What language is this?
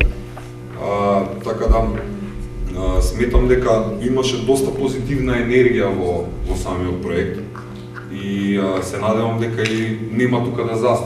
Macedonian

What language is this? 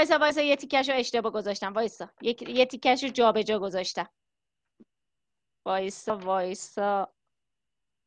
Persian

